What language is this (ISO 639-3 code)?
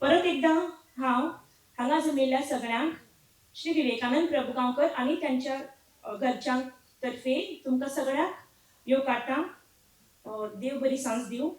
kok